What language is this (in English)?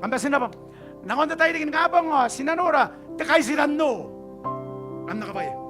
Gilbertese